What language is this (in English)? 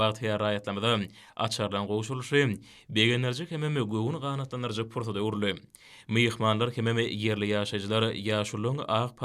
Turkmen